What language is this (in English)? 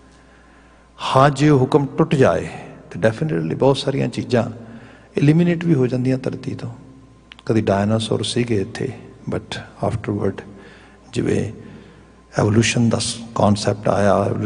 Punjabi